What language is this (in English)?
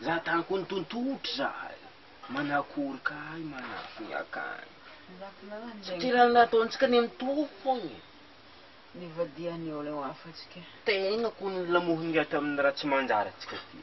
Malagasy